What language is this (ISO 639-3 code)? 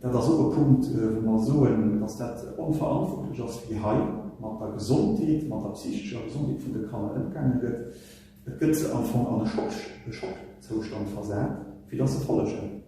ltz